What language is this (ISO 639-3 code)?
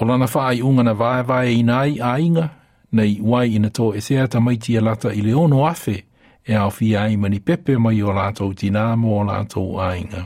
smo